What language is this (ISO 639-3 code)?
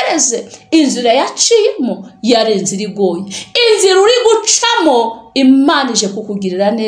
kin